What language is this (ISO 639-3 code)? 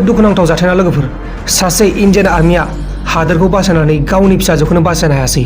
brx